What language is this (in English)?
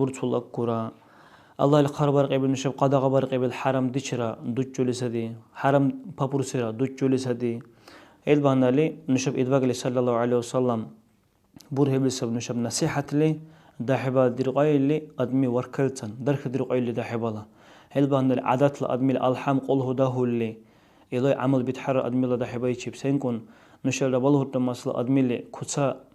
Dargwa